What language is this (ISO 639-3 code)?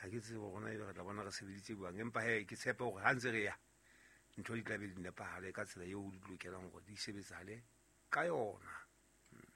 sot